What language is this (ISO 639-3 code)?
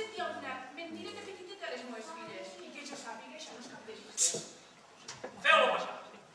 cat